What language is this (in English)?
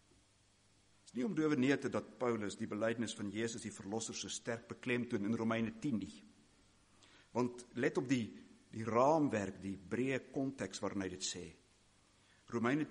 Afrikaans